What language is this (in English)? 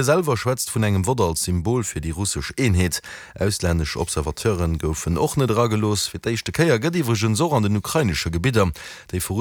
Luxembourgish